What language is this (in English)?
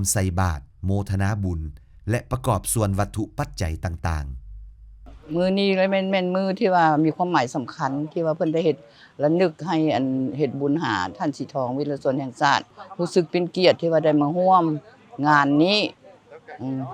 Lao